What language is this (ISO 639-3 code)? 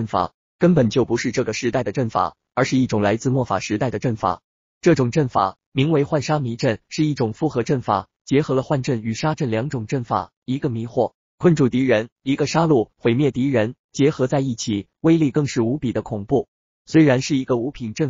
zho